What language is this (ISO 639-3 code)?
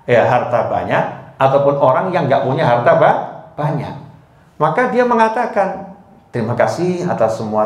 ind